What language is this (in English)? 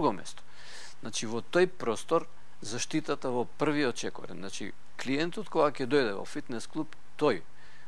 Macedonian